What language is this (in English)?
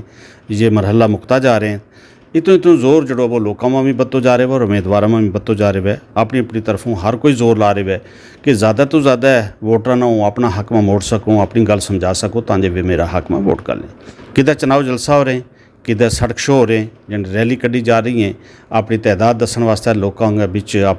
Gujari